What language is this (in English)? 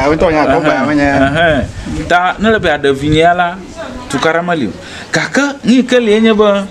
Ewe